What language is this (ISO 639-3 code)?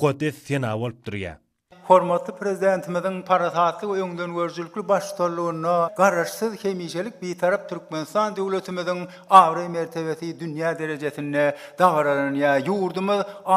tuk